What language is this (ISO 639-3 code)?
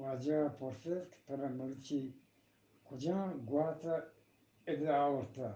bgp